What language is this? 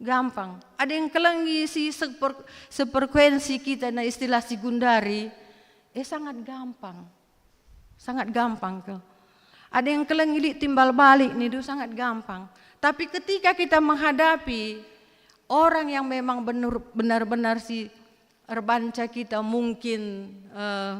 Batak Karo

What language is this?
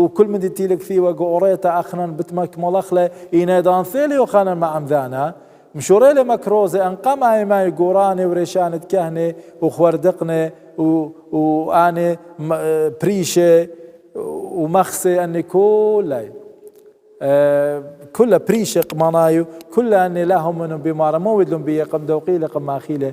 Assyrian Neo-Aramaic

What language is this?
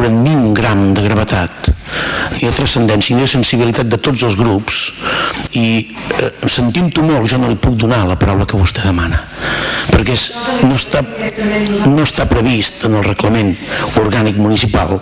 Catalan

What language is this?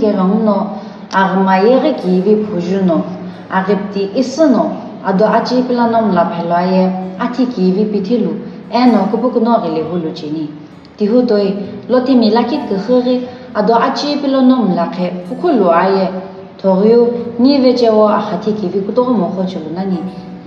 Sumi Naga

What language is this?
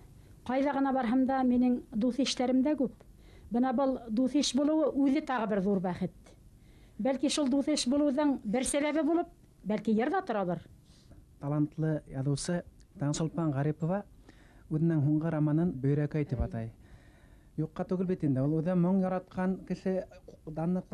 Bashkir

